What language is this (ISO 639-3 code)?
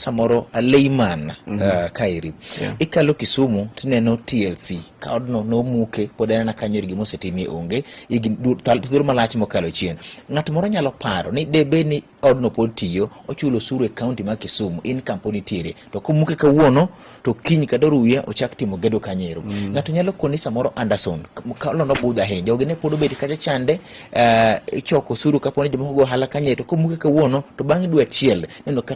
luo